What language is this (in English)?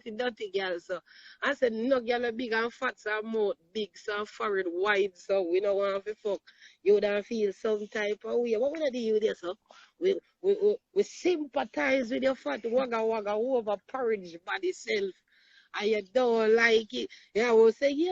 Jamaican Creole English